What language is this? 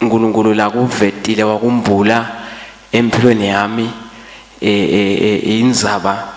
Swati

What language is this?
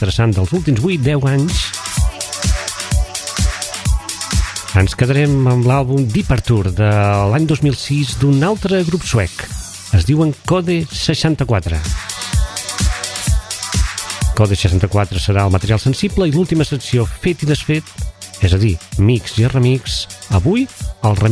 Catalan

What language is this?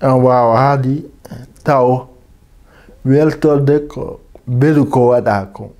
Fula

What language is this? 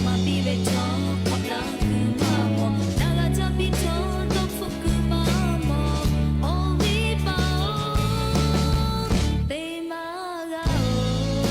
Lahu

